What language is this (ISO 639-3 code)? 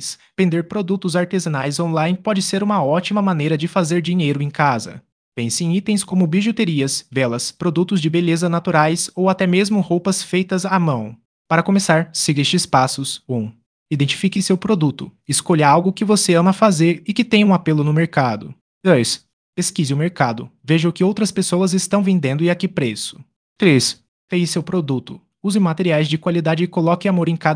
por